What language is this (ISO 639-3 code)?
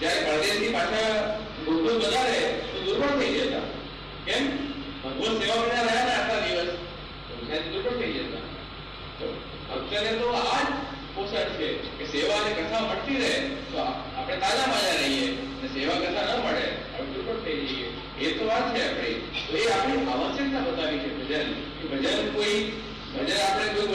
guj